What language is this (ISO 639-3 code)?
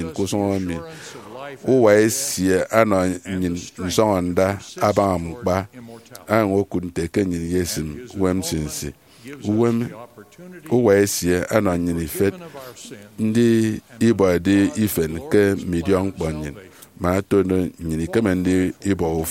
efi